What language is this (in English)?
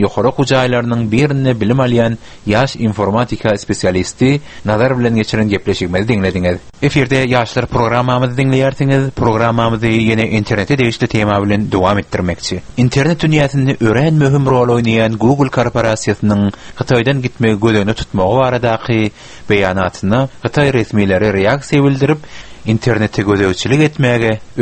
Turkmen